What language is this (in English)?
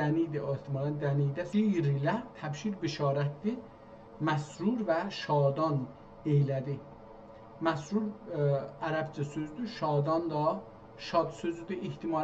South Azerbaijani